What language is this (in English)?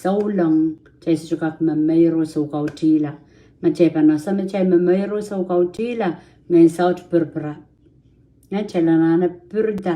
Pohnpeian